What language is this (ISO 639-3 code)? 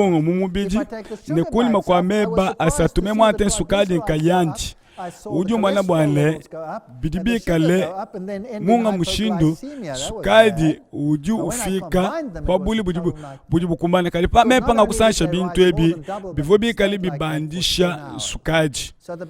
lua